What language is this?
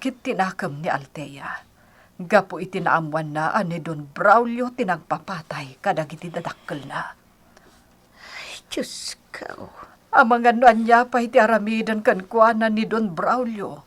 Iloko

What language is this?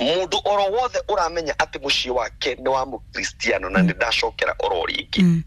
Kikuyu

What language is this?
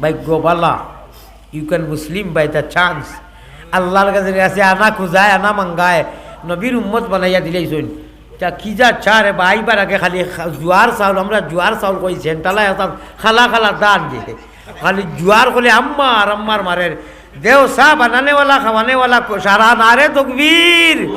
Sylheti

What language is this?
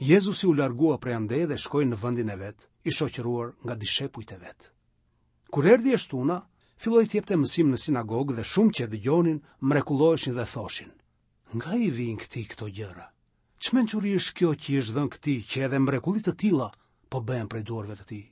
Albanian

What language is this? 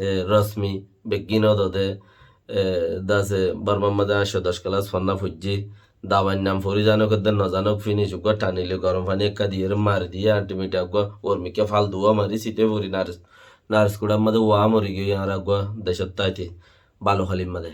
Rohingya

